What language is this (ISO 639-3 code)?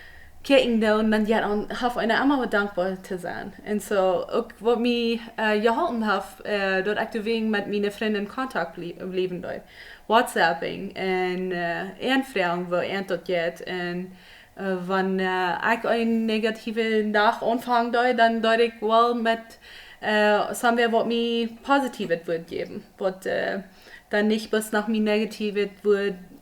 pdt